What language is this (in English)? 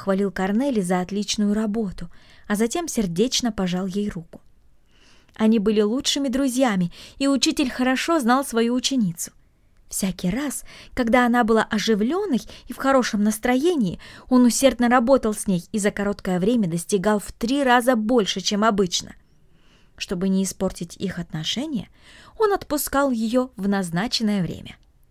Russian